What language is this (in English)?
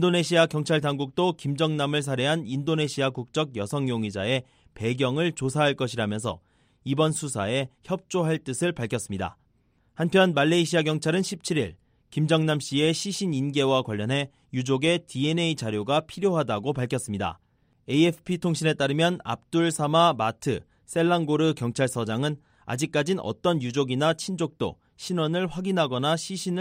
Korean